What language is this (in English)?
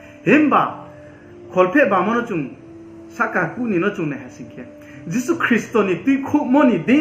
Riang (India)